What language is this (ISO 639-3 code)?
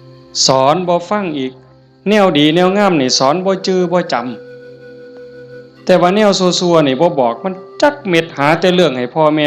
tts